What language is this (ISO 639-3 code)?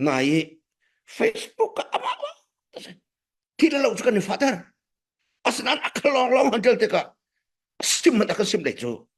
cnh